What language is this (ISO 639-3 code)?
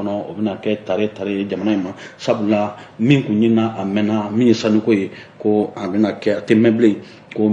bam